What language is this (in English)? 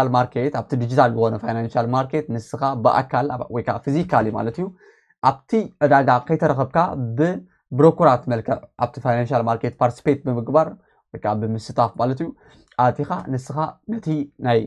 Tigrinya